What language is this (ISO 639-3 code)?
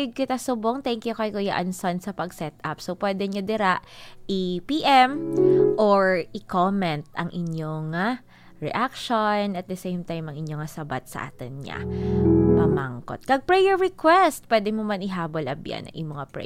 hil